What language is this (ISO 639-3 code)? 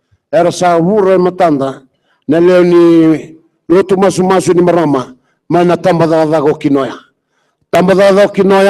fij